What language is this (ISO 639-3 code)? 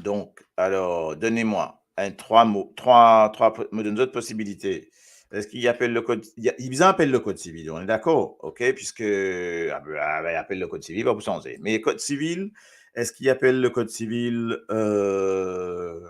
mfe